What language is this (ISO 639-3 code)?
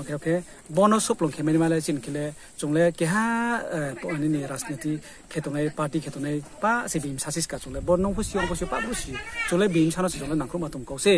ria